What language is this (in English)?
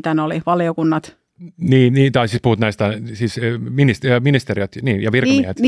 Finnish